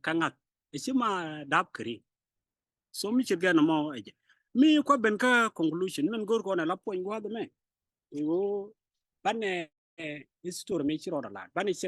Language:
Nuer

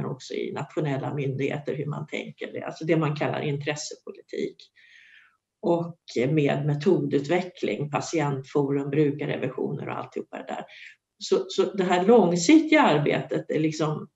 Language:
Swedish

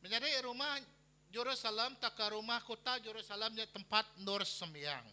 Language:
Iban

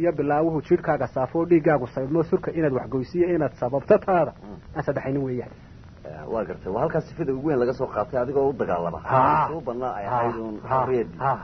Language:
Somali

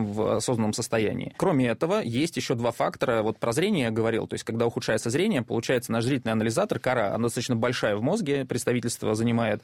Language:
Russian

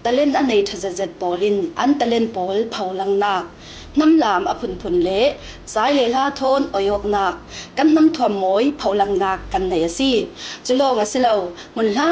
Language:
Falam Chin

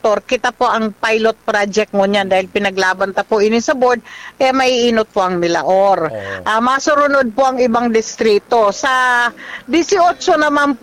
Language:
Bikol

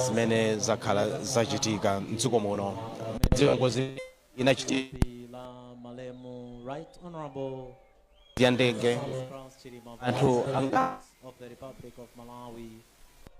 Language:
Nyanja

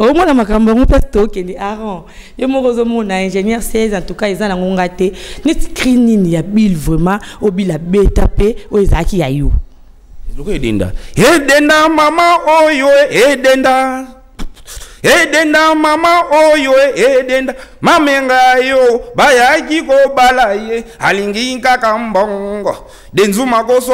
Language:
Lingala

